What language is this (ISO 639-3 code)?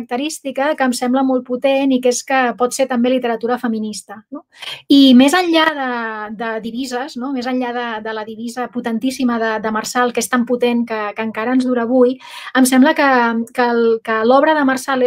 cat